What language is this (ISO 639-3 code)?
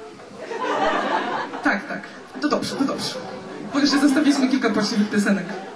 pol